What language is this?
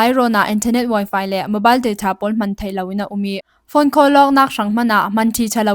Falam Chin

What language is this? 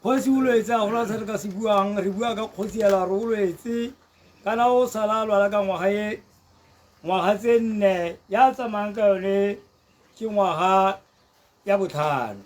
Tswana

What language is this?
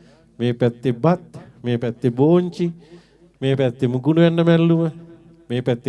Sinhala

